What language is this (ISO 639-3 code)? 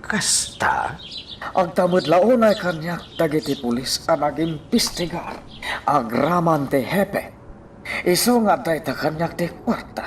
ilo